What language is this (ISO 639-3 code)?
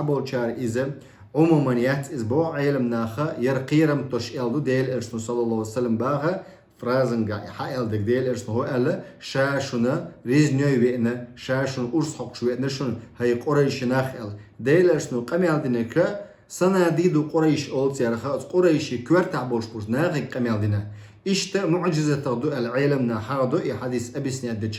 che